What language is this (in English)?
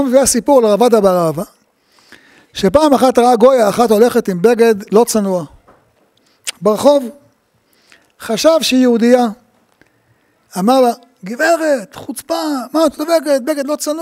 Hebrew